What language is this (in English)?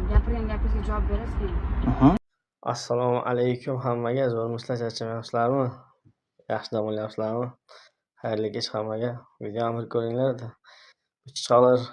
Uzbek